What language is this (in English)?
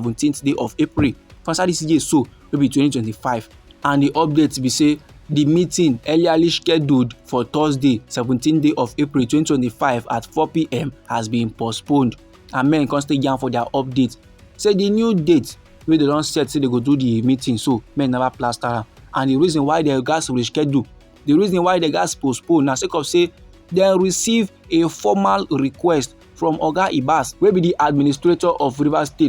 Nigerian Pidgin